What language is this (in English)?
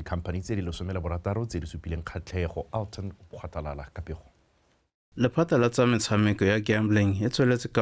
Tswana